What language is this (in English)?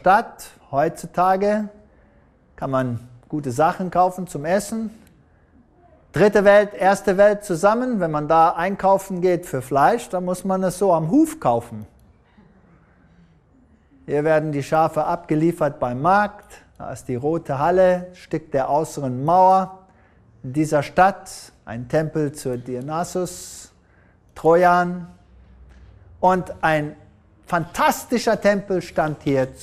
German